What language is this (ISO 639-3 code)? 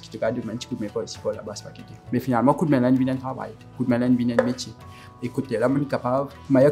mfe